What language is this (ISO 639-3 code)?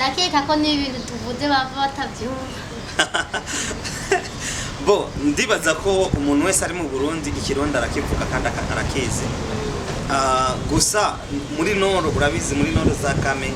run